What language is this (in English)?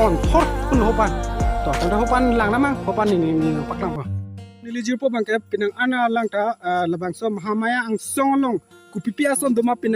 Karbi